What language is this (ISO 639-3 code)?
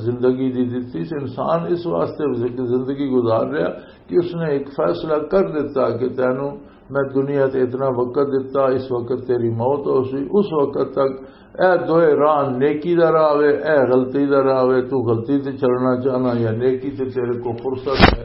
lah